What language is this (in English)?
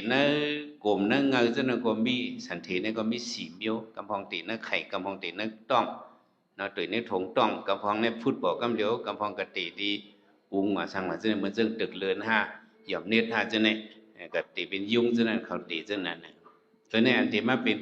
Shan